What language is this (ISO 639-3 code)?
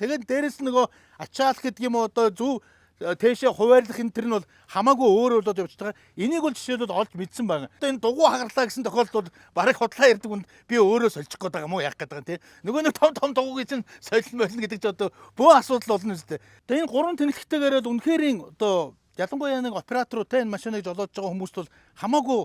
mon